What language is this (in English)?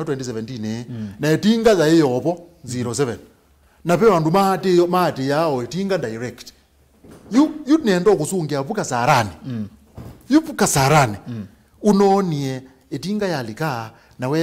Kamba